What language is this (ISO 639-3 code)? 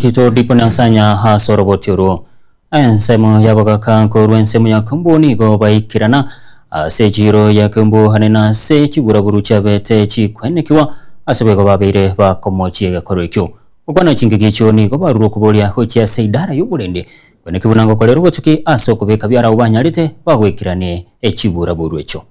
guz